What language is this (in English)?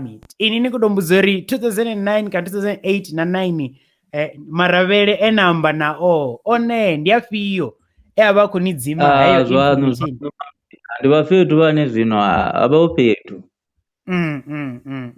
Venda